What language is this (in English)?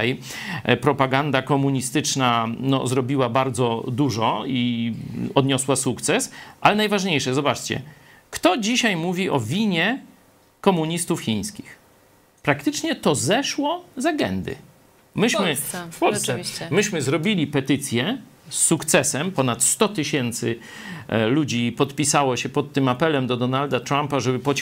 Polish